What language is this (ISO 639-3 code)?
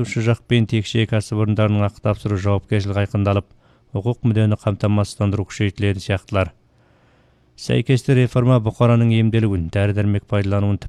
kaz